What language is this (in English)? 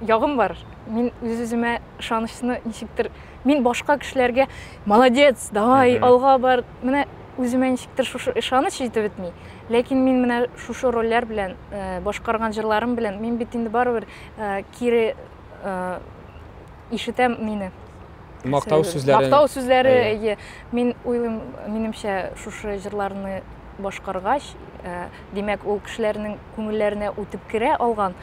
Tatar